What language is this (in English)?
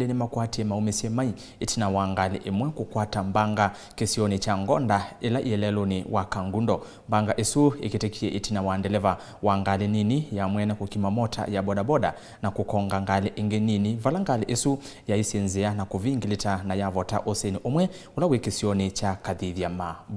Kamba